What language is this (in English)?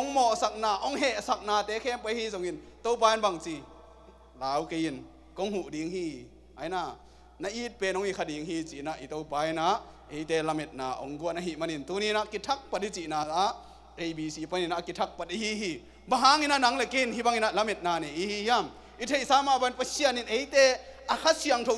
Tedim Chin